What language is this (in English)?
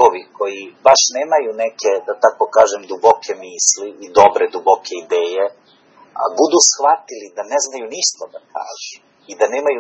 Serbian